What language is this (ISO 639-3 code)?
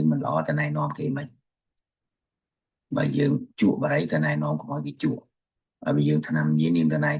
khm